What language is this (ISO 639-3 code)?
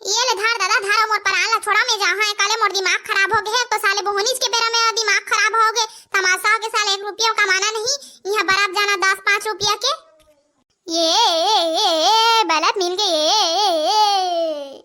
hne